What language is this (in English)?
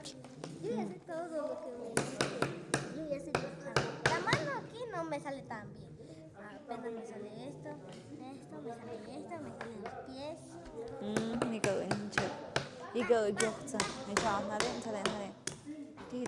Tlahuitoltepec Mixe